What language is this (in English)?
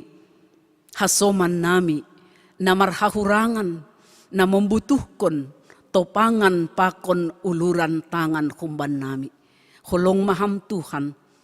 Batak Simalungun